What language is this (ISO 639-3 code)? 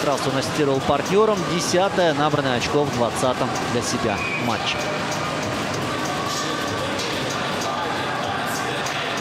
rus